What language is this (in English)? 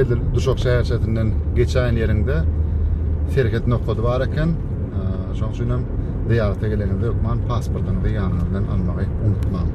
Turkmen